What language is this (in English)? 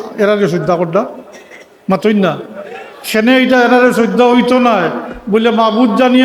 Sylheti